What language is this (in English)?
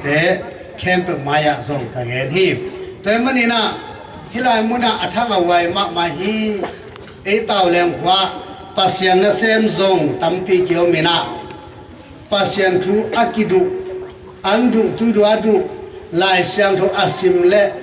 Tedim Chin